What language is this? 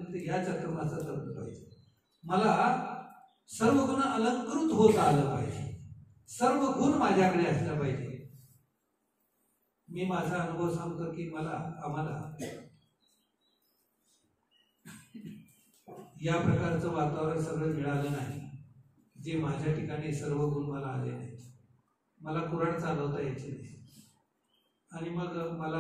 Marathi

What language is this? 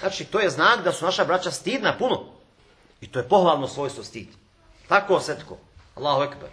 Bosnian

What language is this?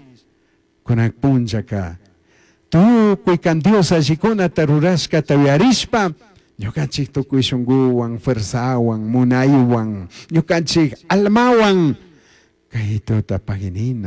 Chimborazo Highland Quichua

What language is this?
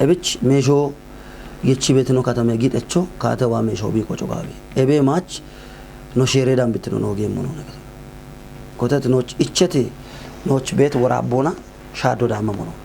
Kafa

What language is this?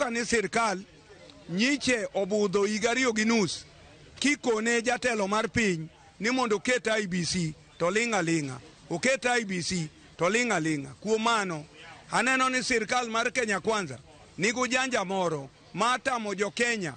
Luo (Kenya and Tanzania)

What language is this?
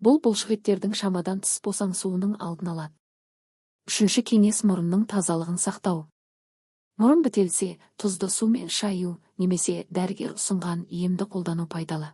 Kazakh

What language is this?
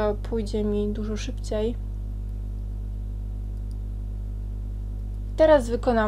Polish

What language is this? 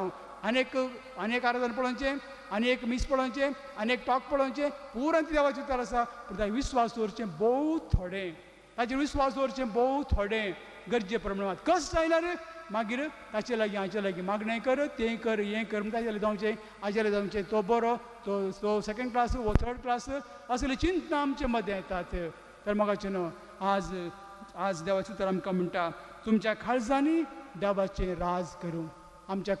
Konkani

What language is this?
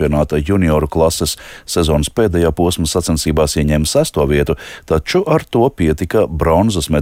Latvian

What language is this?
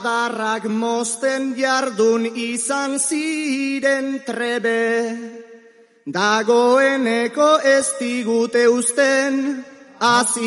Basque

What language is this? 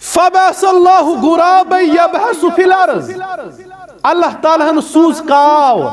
Kashmiri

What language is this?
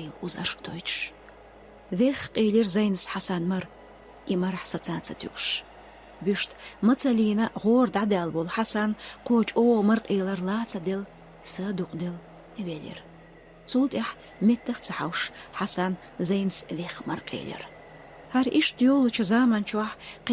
Chechen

